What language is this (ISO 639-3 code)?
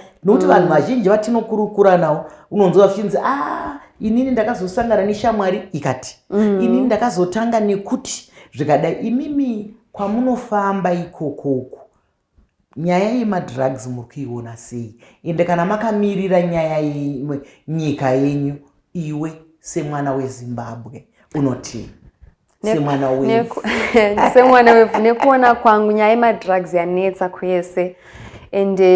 sna